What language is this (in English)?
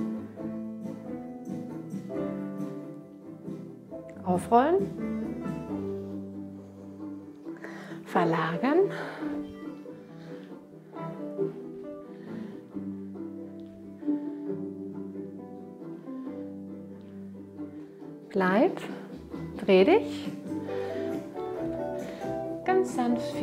German